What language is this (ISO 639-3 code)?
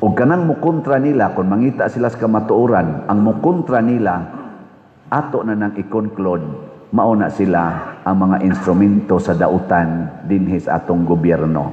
ceb